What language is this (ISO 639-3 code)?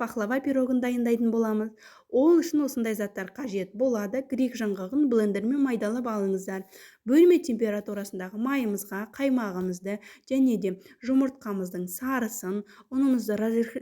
kaz